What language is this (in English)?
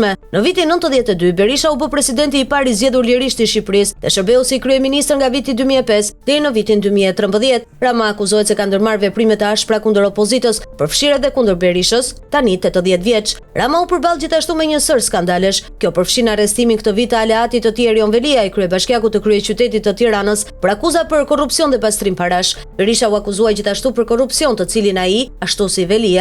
Albanian